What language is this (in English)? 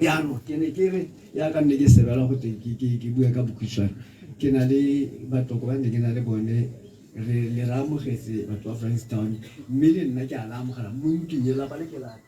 Tswana